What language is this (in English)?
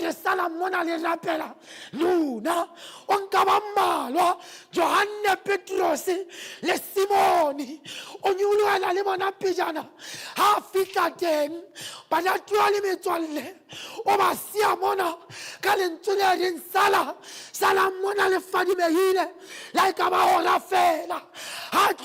Southern Sotho